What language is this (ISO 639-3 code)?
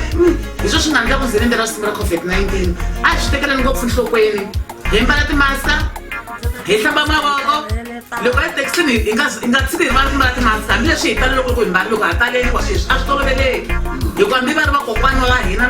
tso